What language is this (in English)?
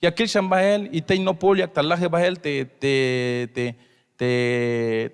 Tzeltal